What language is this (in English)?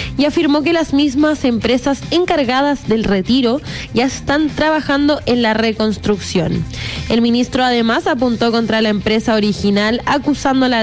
Spanish